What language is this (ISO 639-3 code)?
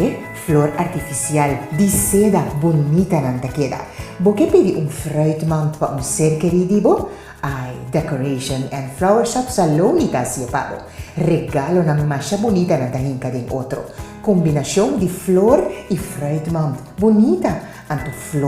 pap